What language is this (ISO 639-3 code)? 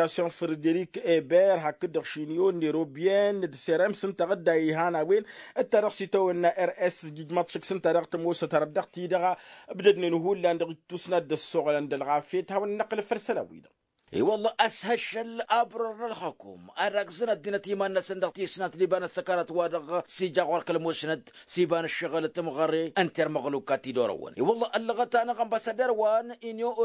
taq